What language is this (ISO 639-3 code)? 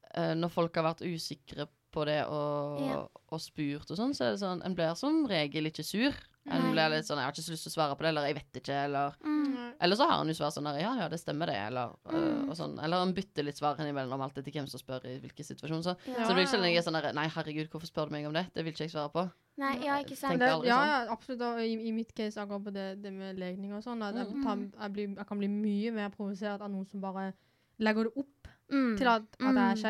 nor